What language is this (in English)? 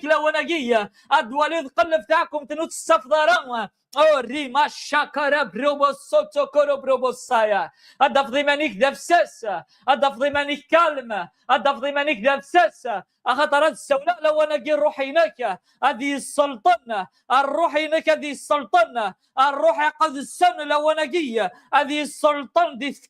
Kabyle